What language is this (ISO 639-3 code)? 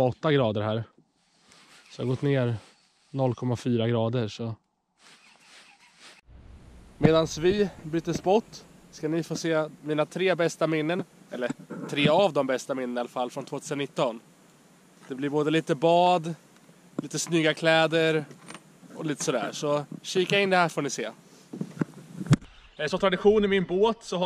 swe